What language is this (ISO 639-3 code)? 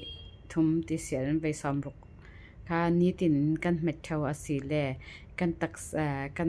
cfm